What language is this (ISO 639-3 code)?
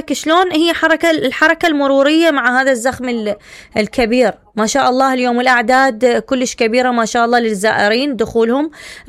acm